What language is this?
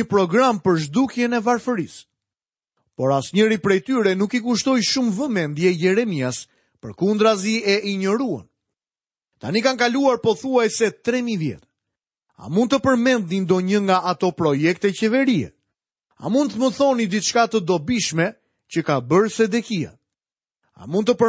Albanian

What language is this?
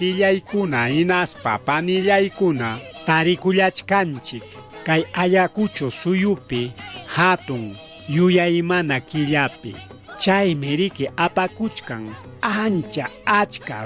Ayacucho Quechua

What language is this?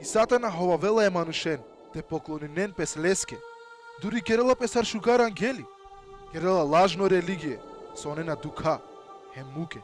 Balkan Romani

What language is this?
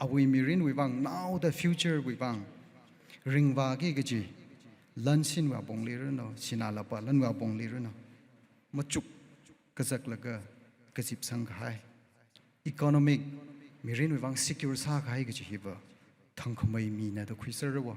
Tangkhul Naga (India)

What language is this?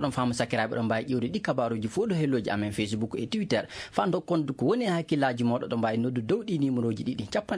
Maasina Fulfulde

